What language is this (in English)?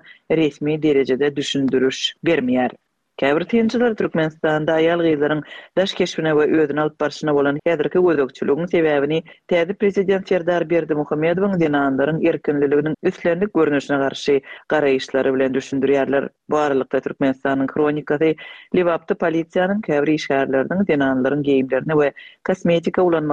Turkmen